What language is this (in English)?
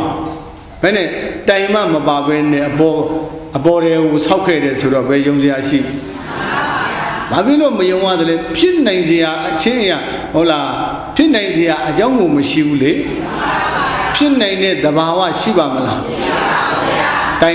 Burmese